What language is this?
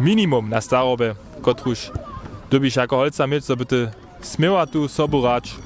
Upper Sorbian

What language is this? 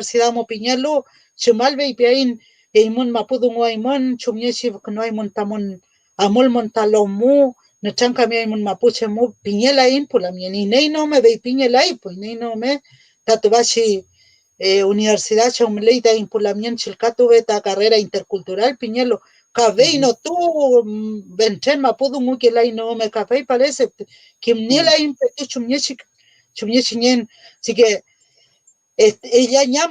Mapuche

